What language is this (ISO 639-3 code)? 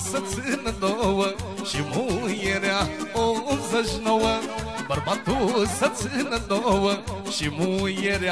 ron